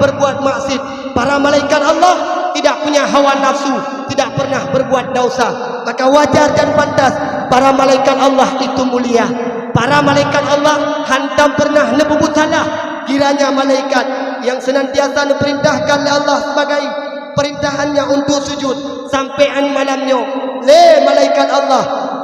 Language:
Achinese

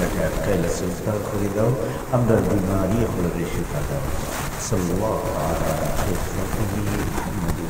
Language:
Sylheti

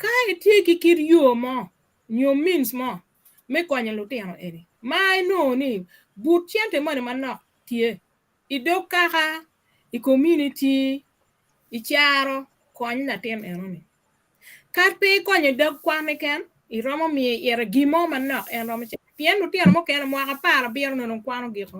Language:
Acoli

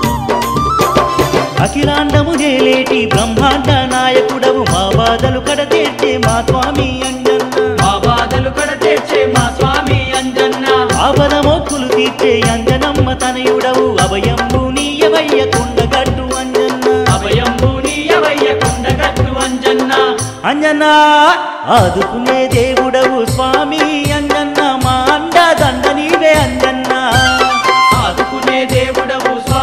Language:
Telugu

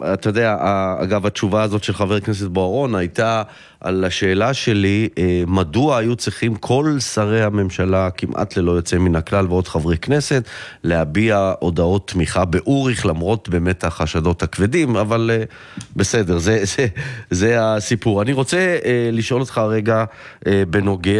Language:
Hebrew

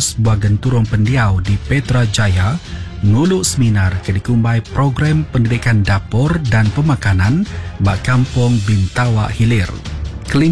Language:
Iban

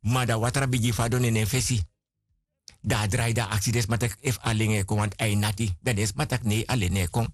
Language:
Sranan Tongo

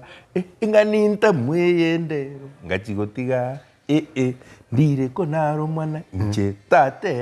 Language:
Gusii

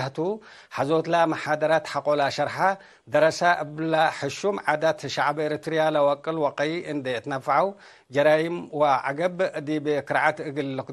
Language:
Tigre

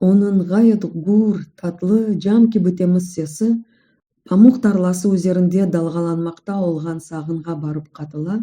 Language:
Crimean Tatar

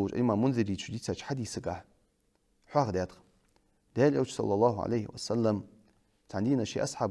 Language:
Ingush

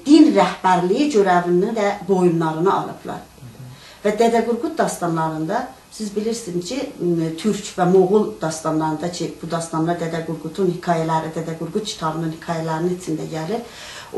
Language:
South Azerbaijani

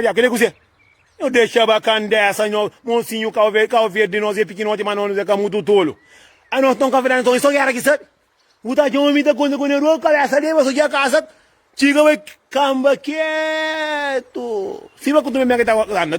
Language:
Kabuverdianu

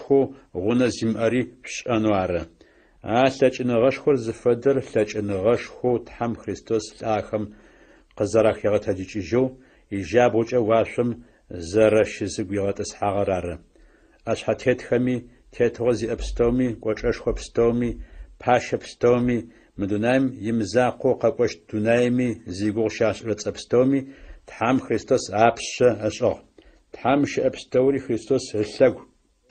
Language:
Adyghe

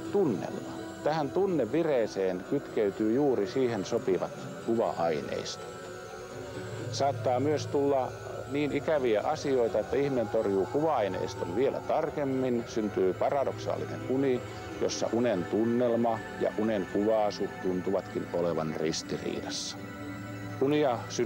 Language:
Finnish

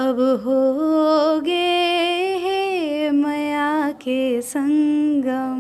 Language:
Chhattisgarhi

